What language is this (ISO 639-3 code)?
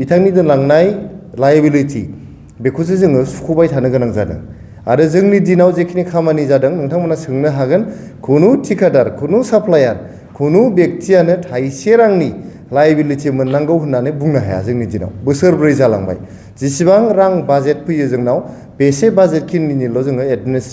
brx